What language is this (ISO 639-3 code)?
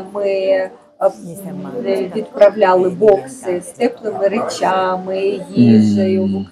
ukr